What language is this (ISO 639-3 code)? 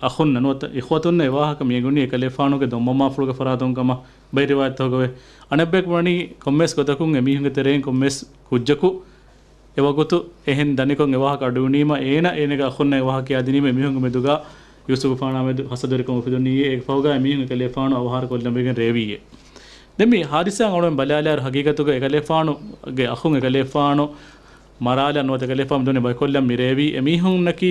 div